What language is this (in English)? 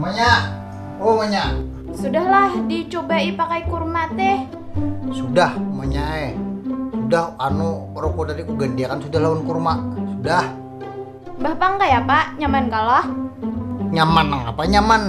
Banjar